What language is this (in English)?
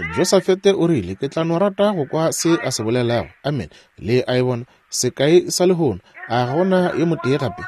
Northern Sotho